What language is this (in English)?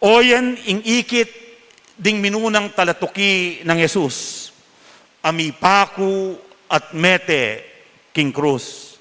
Pampanga